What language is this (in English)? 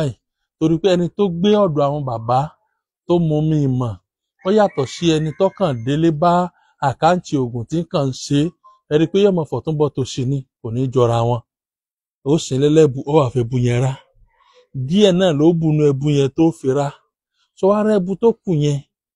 Yoruba